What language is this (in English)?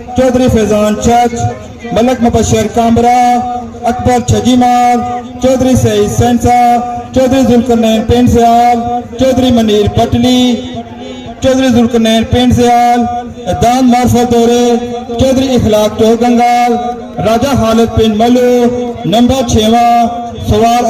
Pahari-Potwari